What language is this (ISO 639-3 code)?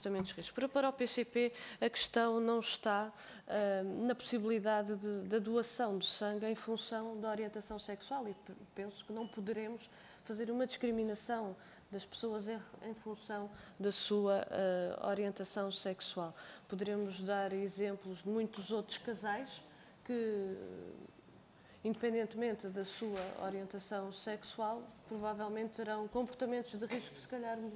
por